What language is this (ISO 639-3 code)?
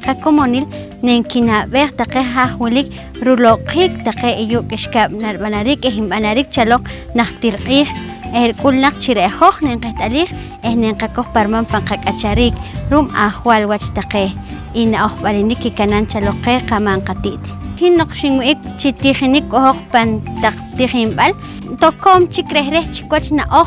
poh